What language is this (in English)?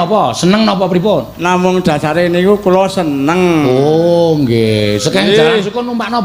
Javanese